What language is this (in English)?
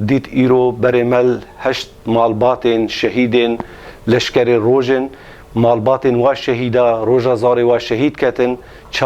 Kurdish